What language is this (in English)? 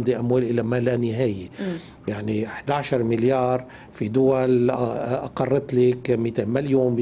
North Levantine Arabic